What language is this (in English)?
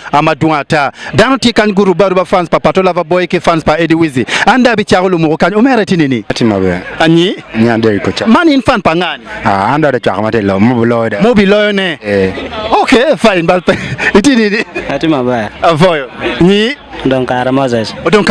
Acoli